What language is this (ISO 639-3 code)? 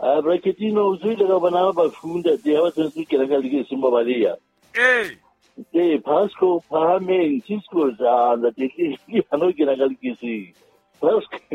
sot